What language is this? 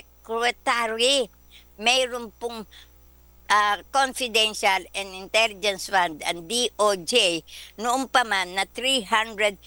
Filipino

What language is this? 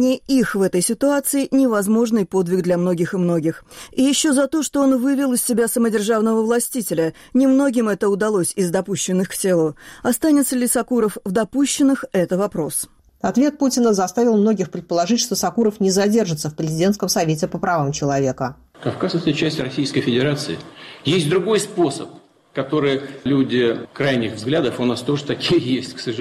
Russian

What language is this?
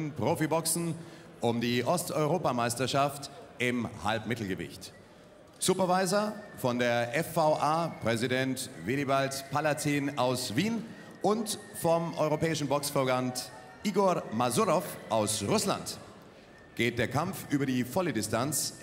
German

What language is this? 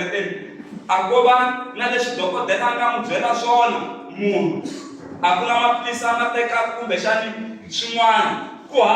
Tsonga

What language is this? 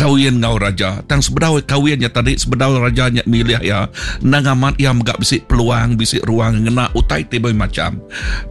Iban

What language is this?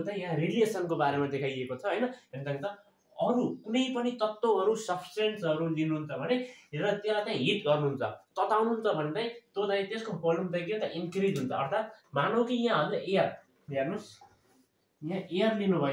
Nepali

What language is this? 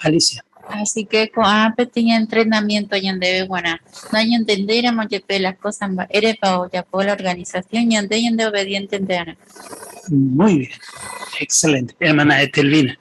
Guarani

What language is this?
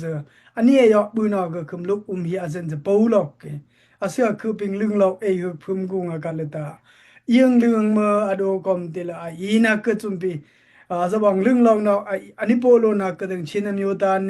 Daai Chin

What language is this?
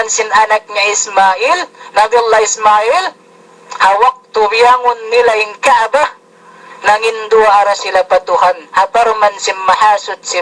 Yakan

